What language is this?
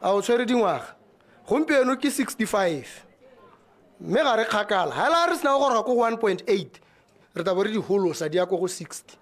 Tswana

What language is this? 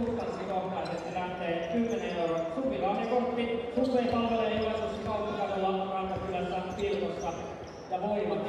Finnish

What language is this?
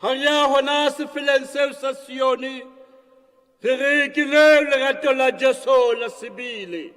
Southern Sotho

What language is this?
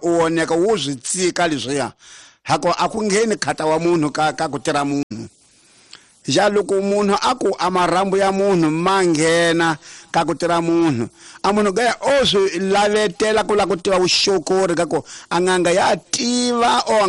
Tsonga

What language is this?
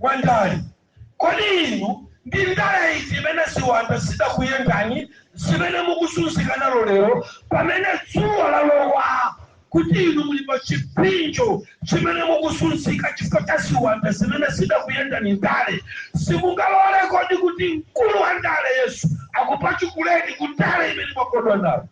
Nyanja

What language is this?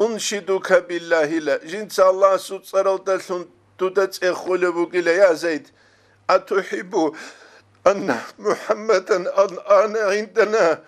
Avaric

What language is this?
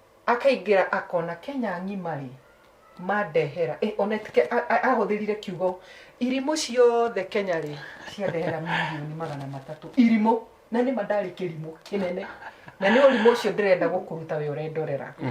Kikuyu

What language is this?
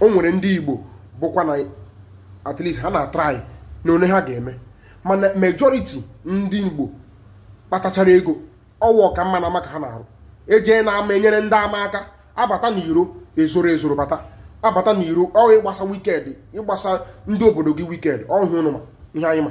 Igbo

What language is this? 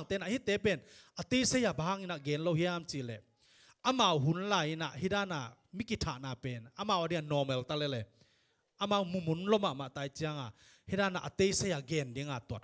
Tedim Chin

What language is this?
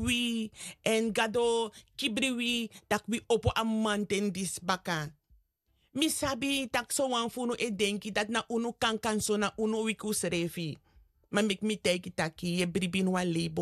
Sranan Tongo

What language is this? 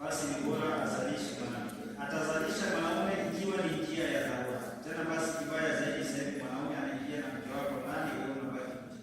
Swahili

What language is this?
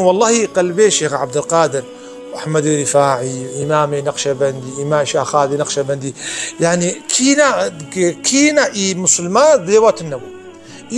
Kurdish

